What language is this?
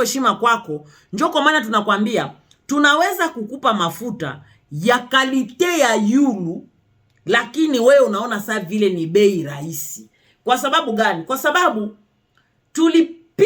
Swahili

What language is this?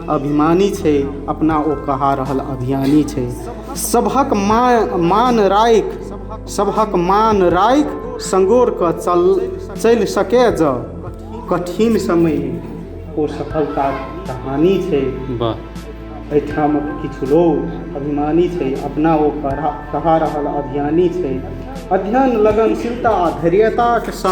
Maithili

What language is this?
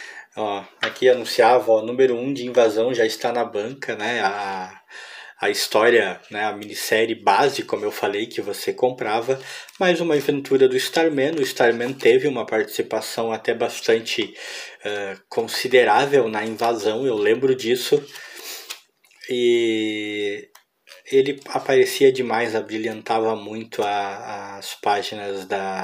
Portuguese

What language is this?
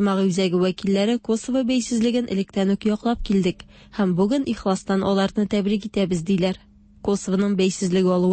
Tatar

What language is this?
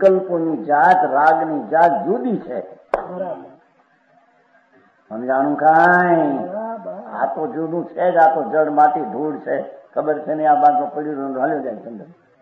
Gujarati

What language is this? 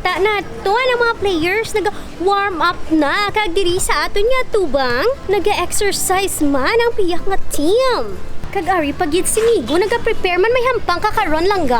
Hiligaynon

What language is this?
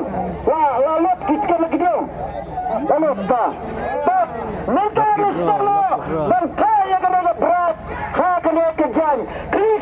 Khasi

